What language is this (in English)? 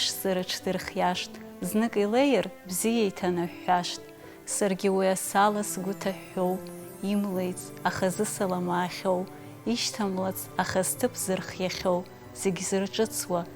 Abkhazian